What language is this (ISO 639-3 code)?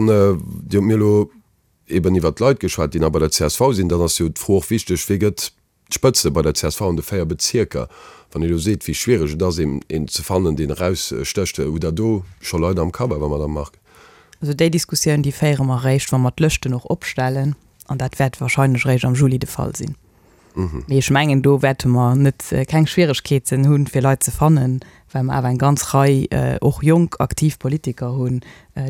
ltz